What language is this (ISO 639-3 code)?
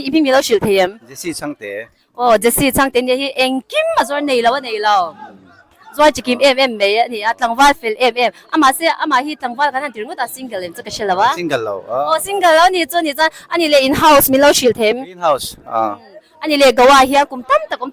lus